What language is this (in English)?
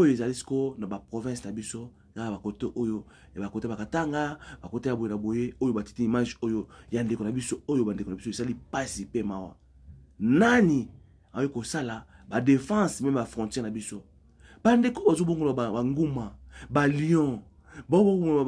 Lingala